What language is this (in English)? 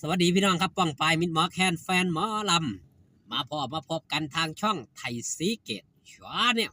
Northeastern Thai